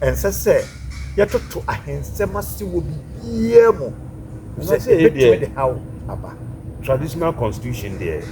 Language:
Akan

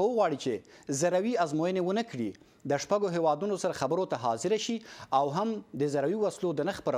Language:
Pashto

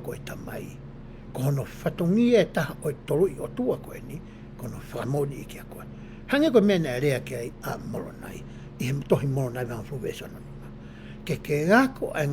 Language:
Tongan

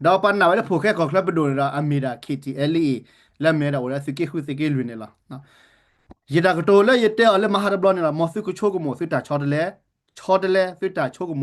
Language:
S'gaw Karen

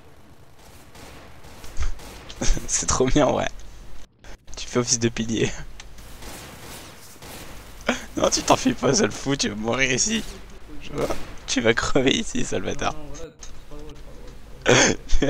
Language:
French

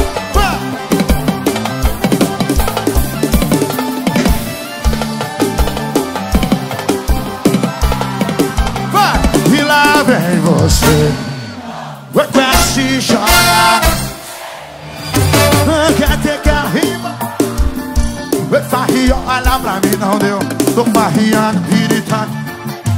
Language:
Portuguese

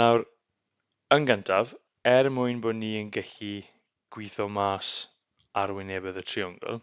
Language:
Welsh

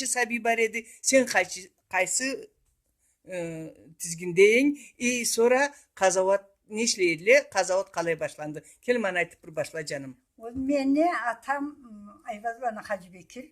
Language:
Karachay-Balkar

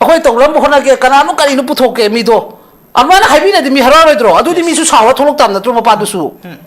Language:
Manipuri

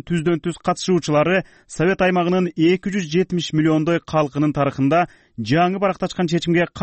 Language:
Kyrgyz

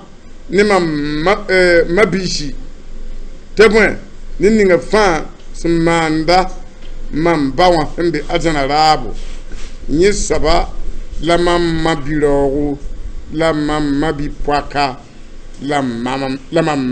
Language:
Mossi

